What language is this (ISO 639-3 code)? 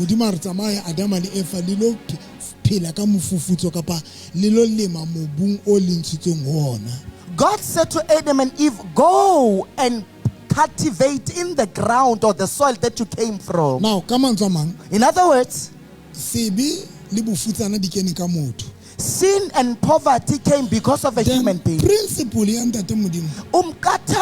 sot